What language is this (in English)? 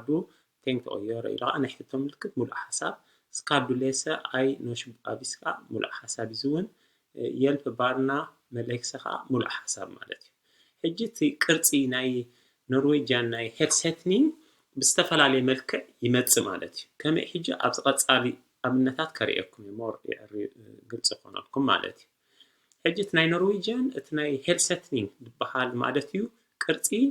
Tigrinya